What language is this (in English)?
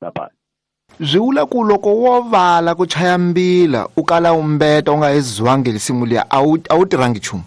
Tsonga